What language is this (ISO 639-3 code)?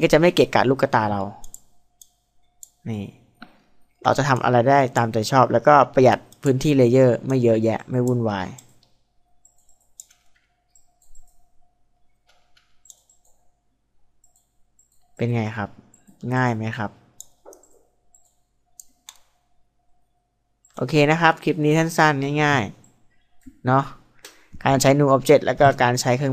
tha